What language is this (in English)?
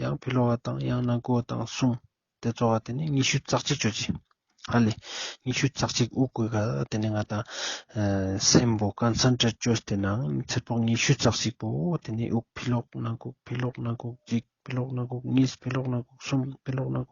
Ladakhi